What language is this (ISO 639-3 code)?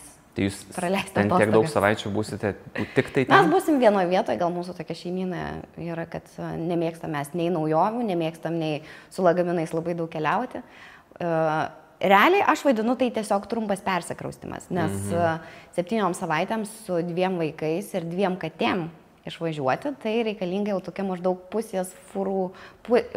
lit